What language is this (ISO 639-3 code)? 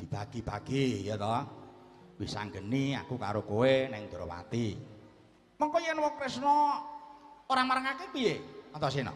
jav